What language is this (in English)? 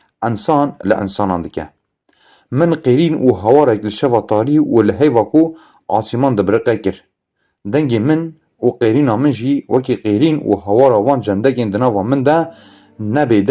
Kurdish